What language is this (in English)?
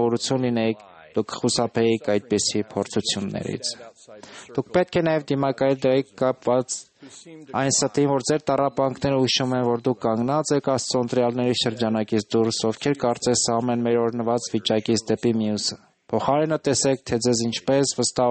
Armenian